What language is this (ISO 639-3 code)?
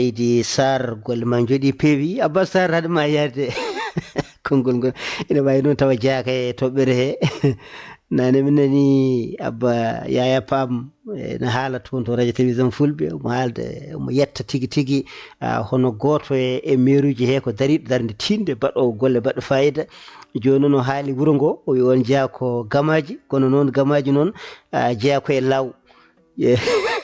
ful